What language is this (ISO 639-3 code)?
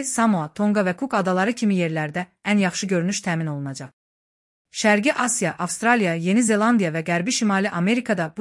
aze